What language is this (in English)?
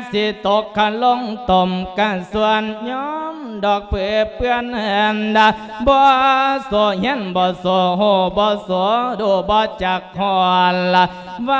Lao